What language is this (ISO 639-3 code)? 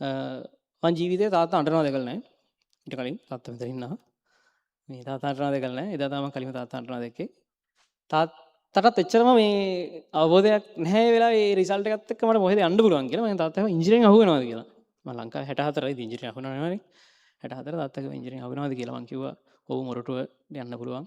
sin